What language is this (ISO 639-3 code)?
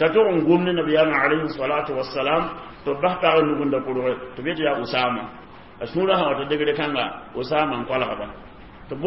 mos